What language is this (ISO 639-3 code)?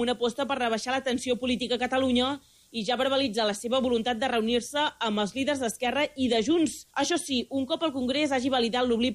cat